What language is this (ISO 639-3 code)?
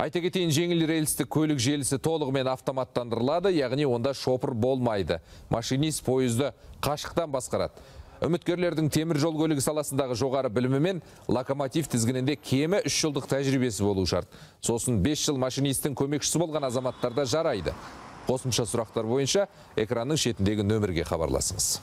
kaz